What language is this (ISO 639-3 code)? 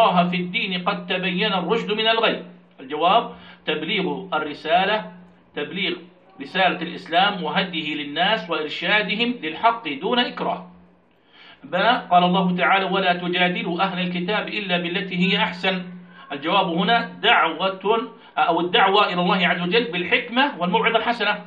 ara